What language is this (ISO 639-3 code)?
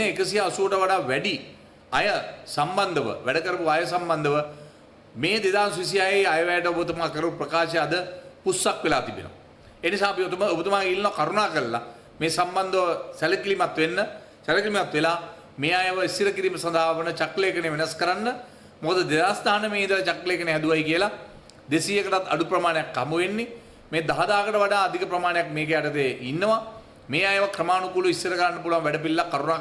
sin